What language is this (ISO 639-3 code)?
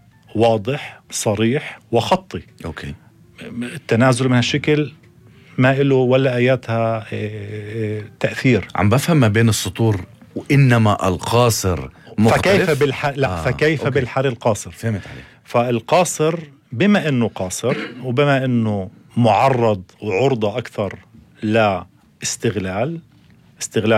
apc